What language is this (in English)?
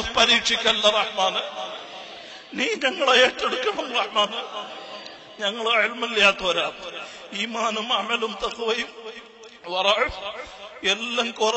Malayalam